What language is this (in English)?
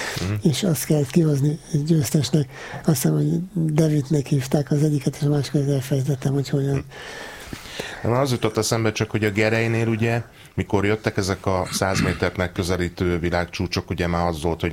Hungarian